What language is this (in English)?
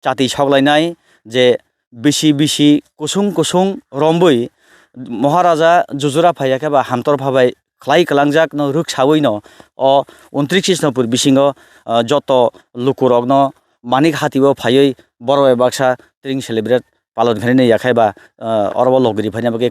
Kok Borok